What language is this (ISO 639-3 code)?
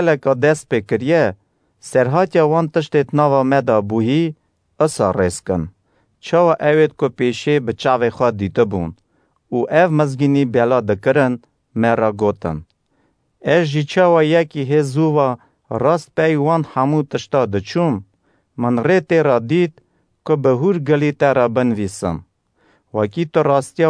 kur